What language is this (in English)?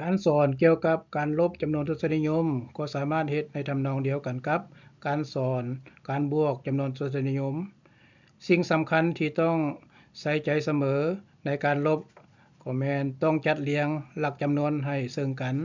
Lao